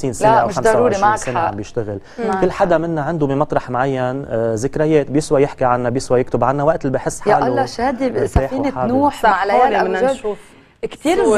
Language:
North Levantine Arabic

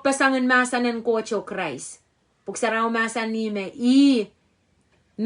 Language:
Pohnpeian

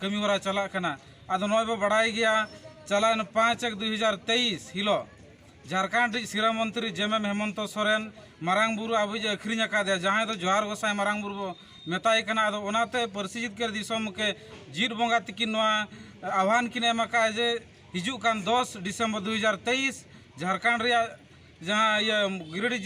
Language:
Santali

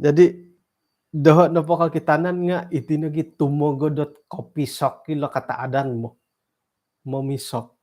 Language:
Central Dusun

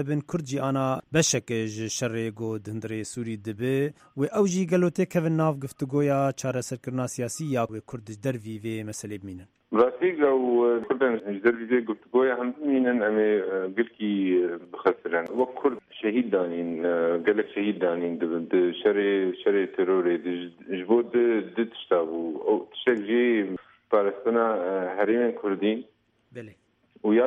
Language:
Kurdish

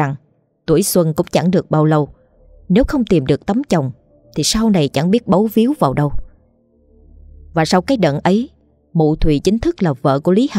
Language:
Vietnamese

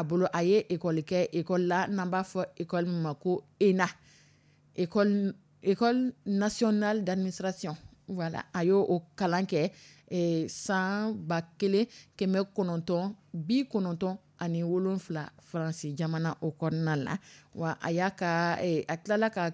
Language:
Dyula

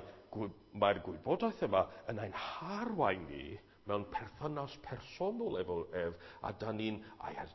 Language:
Welsh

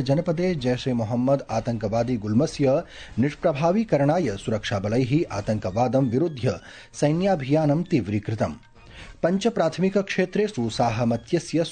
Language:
Sanskrit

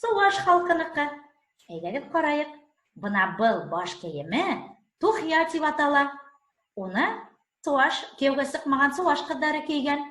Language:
Bashkir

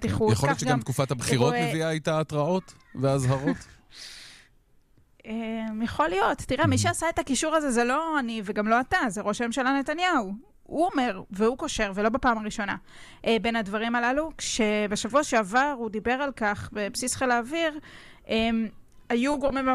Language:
Hebrew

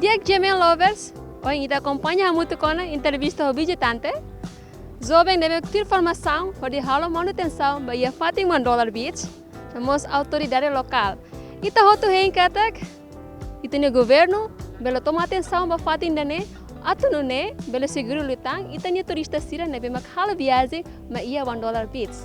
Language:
Tetum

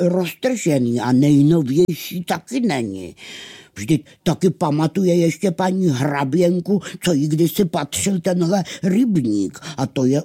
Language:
Czech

